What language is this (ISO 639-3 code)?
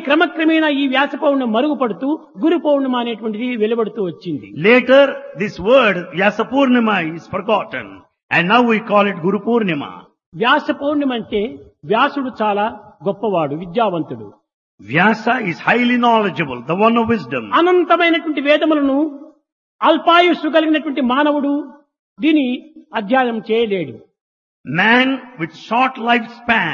tel